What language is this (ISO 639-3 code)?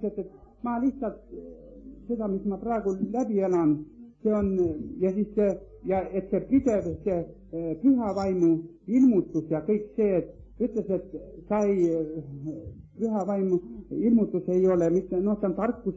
est